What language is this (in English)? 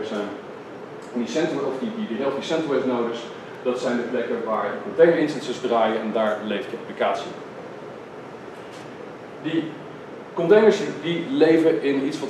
Dutch